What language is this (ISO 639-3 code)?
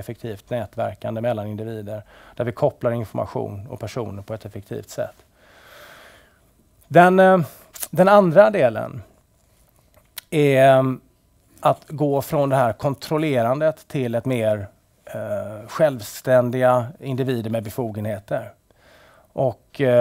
swe